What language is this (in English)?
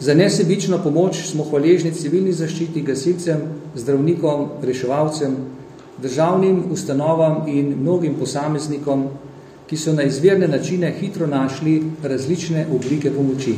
Slovenian